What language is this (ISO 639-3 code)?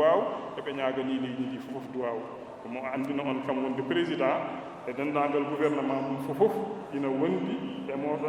ful